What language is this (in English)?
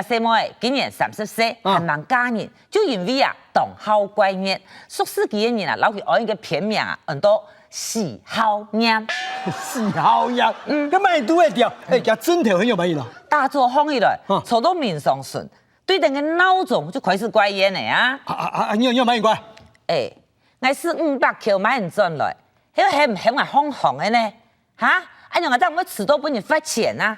Hakka Chinese